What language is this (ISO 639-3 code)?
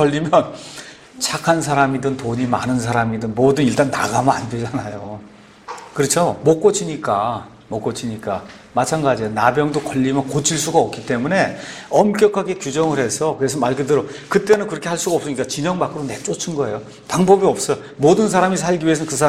kor